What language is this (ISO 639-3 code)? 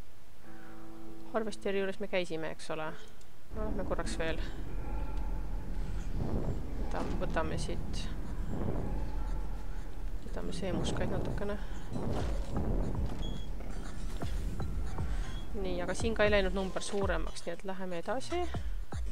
est